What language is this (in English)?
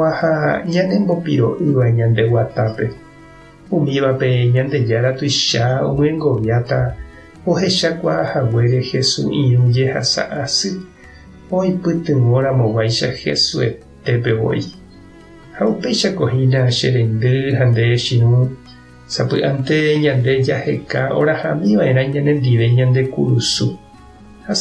Guarani